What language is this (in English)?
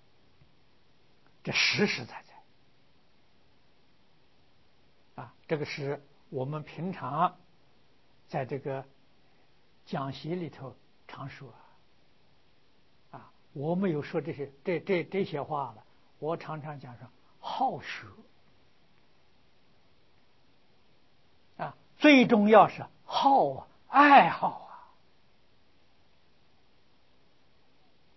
Chinese